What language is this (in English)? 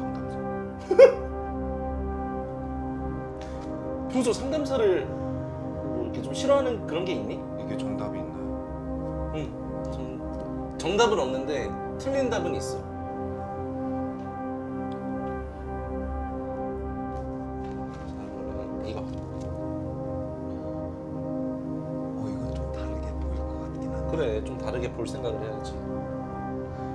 Korean